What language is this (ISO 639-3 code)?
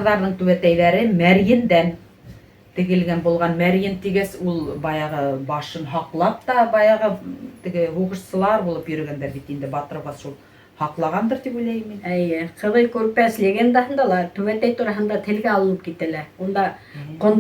bak